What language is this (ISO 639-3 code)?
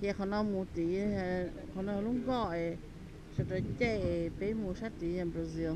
hmn